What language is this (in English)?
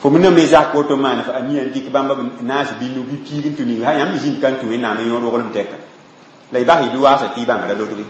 Mossi